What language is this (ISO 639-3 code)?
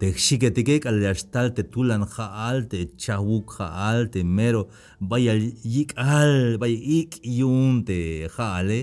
tzh